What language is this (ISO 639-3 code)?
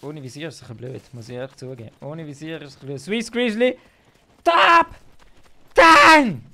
gsw